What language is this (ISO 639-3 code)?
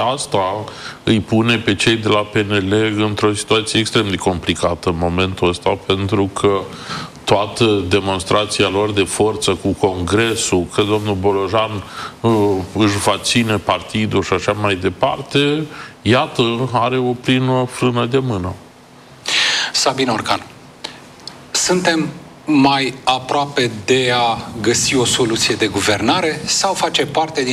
ron